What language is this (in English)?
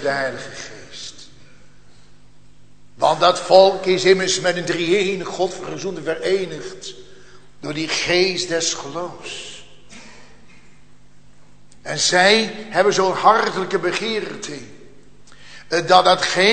Dutch